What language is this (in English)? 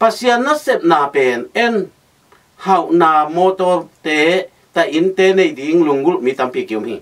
Tedim Chin